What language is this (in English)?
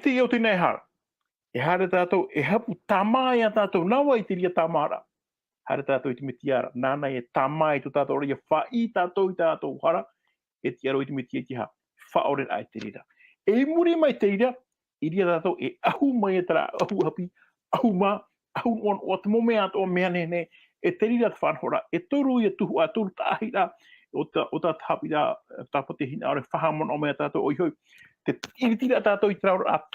Tahitian